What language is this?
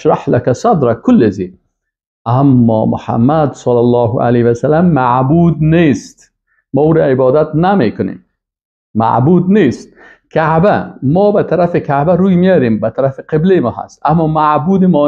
Persian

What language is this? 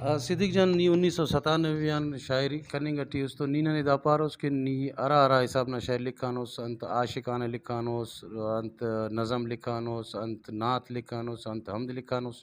Brahui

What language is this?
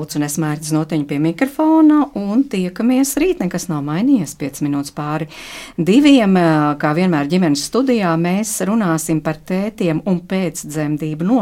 Latvian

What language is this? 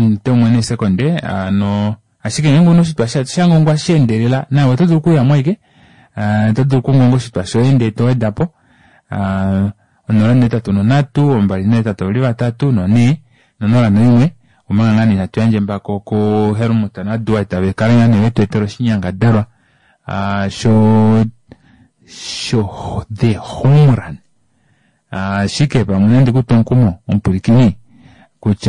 Kuanyama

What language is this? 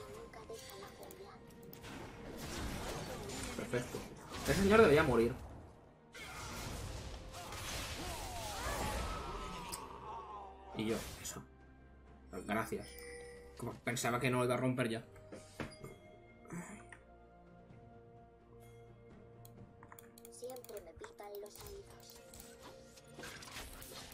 Spanish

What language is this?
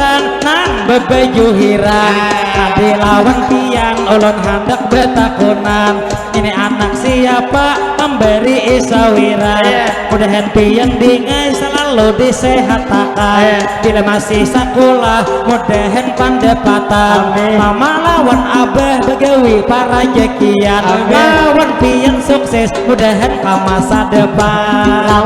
Banjar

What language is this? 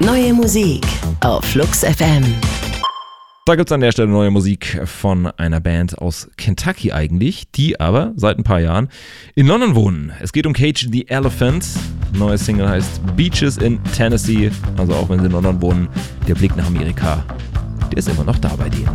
German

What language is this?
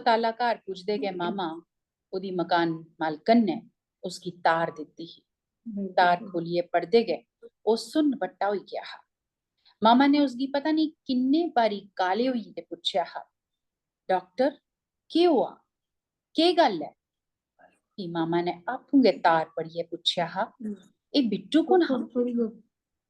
Dogri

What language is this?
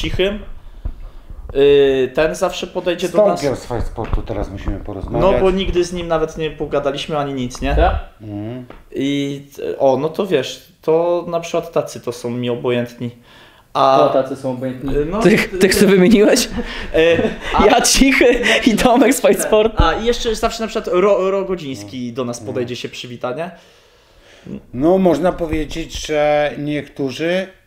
Polish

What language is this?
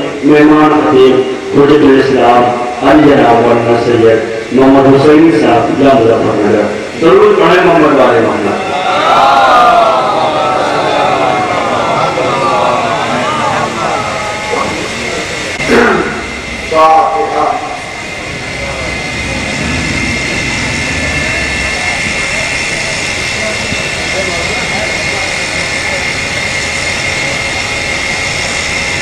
Urdu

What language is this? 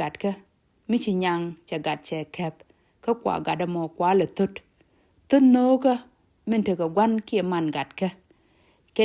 Nuer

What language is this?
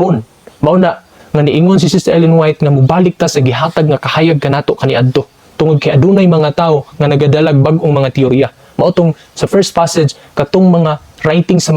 Cebuano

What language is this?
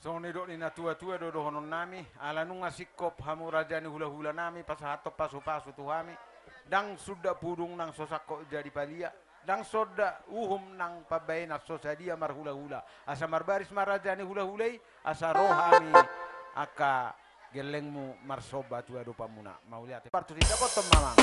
Batak Toba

